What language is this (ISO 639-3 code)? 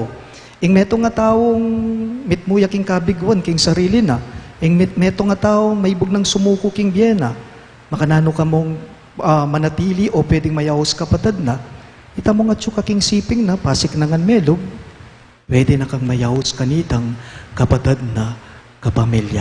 pam